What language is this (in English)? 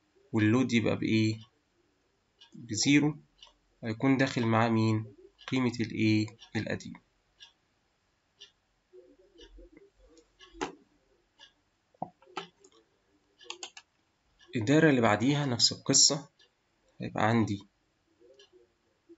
Egyptian Arabic